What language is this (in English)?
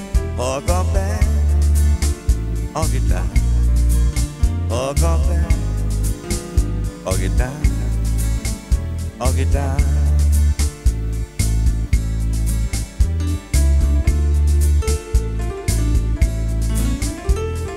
Hungarian